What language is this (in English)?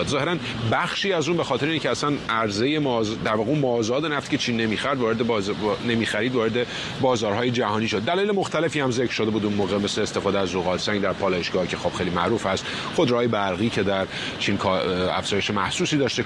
Persian